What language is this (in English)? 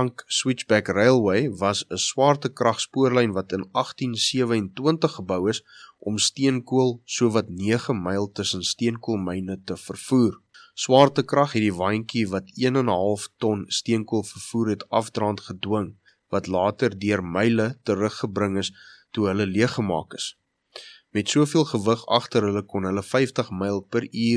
Afrikaans